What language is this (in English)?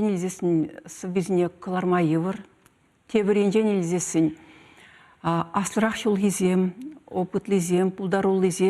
Chuvash